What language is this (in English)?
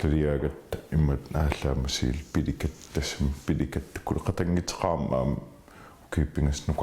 Kalaallisut